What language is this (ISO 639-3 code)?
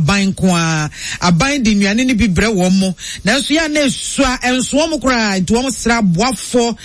aka